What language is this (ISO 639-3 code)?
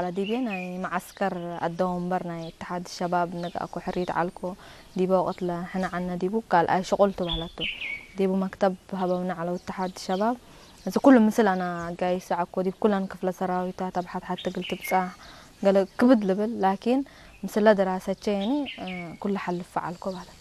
tig